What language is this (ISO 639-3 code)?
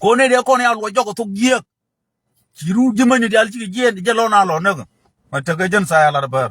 nus